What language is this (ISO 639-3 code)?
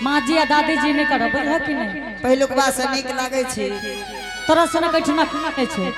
anp